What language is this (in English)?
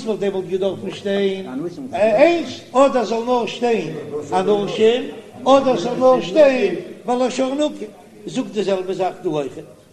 Yiddish